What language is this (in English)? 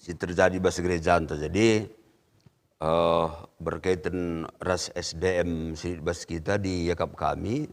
Batak Karo